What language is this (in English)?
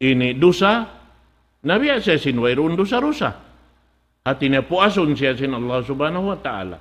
Tausug